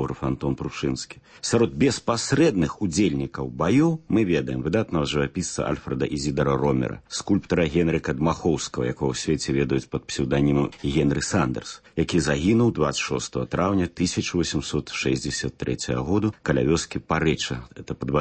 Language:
Belarusian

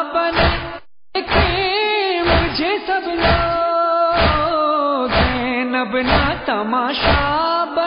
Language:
Urdu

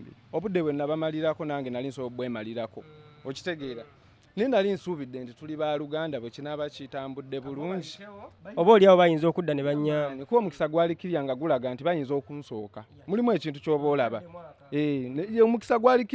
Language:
Ganda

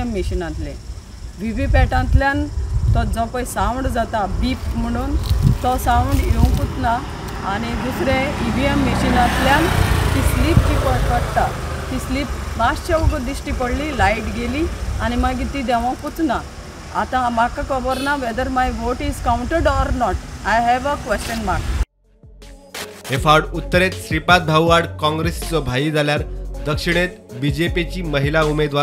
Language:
Konkani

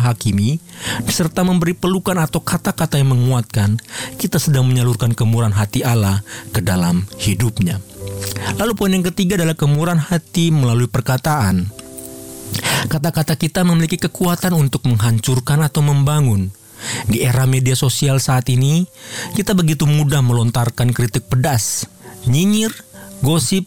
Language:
Indonesian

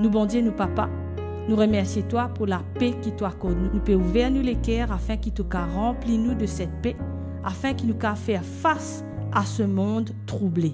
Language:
Morisyen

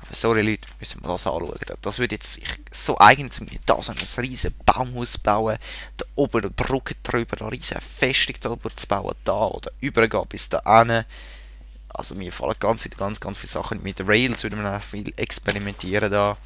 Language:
Swiss German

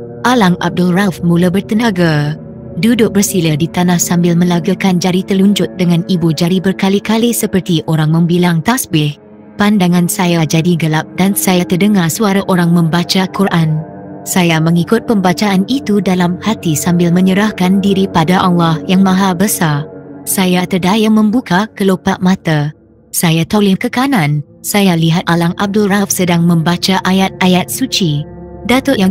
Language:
Malay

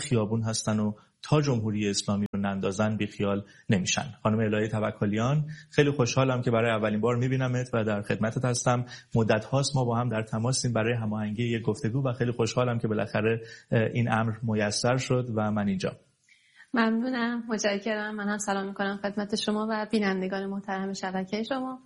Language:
Persian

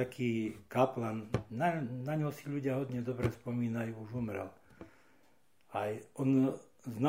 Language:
Slovak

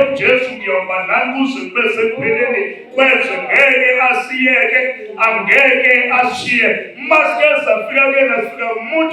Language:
Zulu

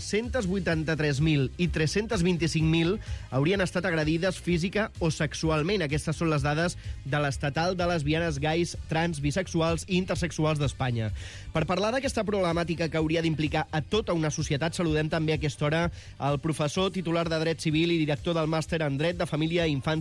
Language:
Catalan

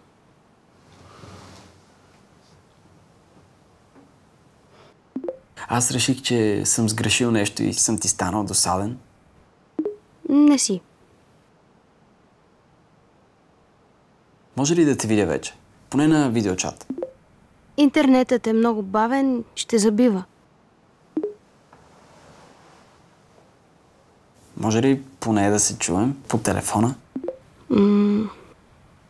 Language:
Bulgarian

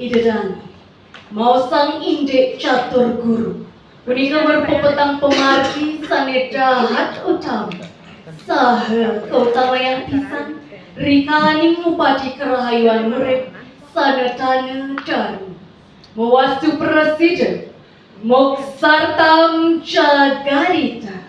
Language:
Balinese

